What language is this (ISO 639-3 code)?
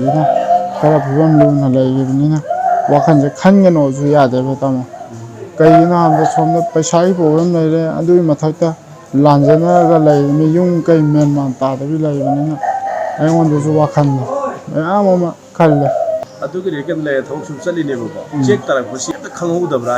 mni